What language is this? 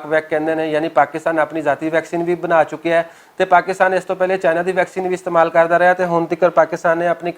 Western Panjabi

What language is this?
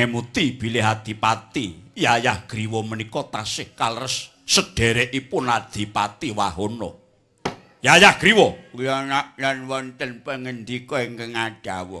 Javanese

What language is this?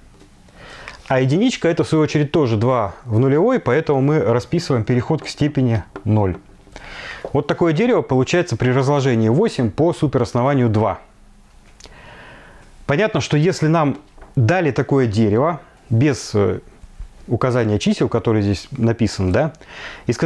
Russian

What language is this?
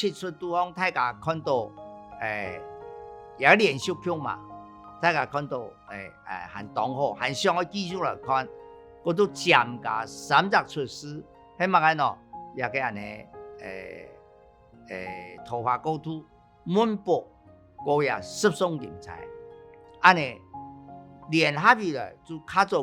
Hakka Chinese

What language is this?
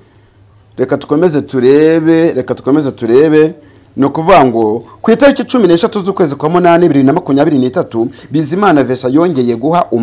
Kinyarwanda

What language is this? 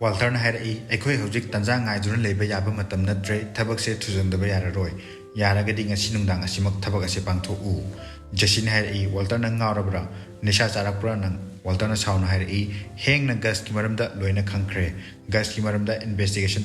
Manipuri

